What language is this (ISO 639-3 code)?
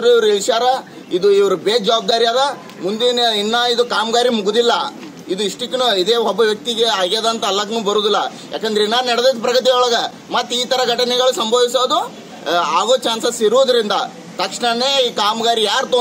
kan